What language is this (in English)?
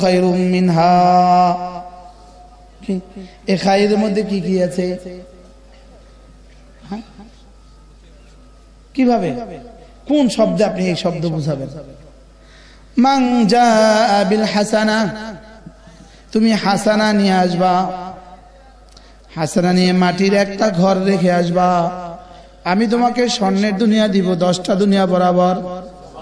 Bangla